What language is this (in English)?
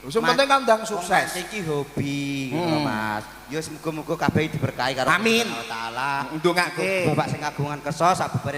Javanese